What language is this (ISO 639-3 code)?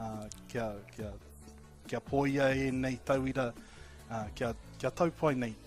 mri